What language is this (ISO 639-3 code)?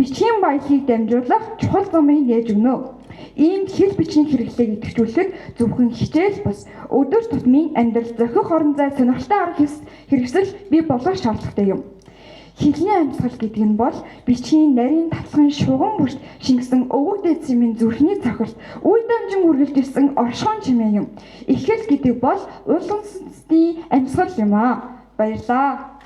mon